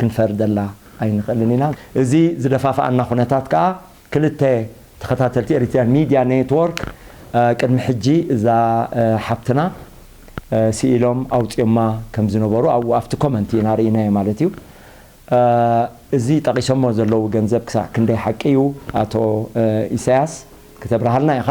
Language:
Tigrinya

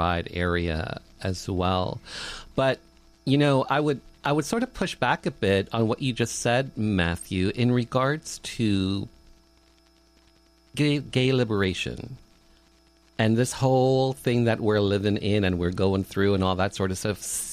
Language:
English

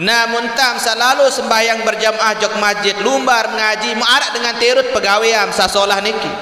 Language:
Sasak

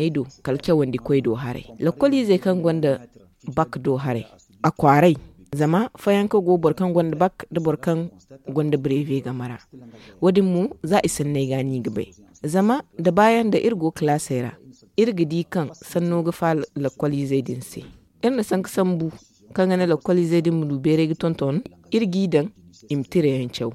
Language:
Zarma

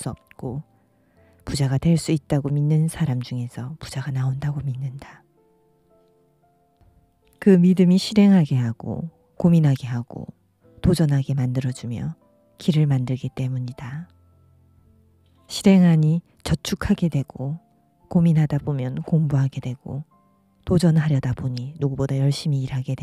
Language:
Korean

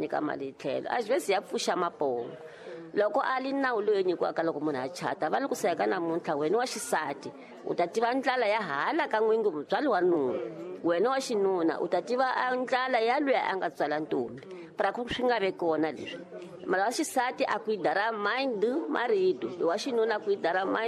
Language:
Tsonga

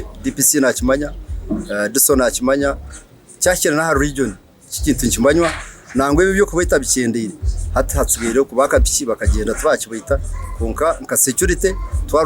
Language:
Nyankole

